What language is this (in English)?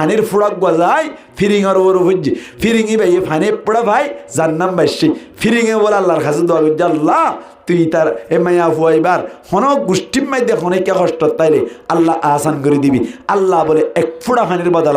Rohingya